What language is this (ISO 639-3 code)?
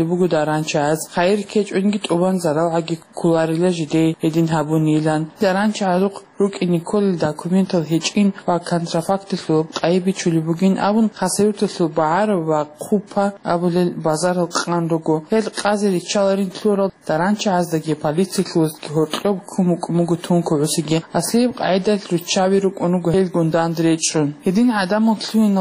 ava